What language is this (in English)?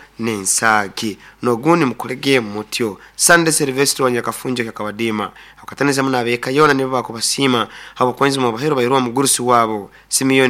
Nyankole